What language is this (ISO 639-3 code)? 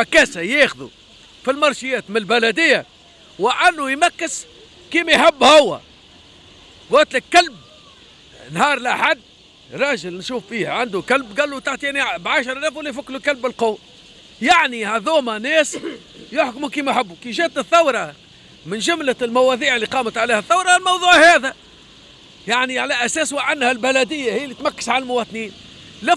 aeb